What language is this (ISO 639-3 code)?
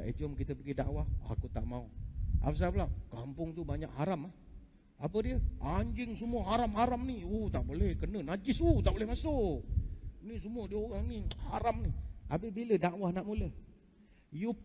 msa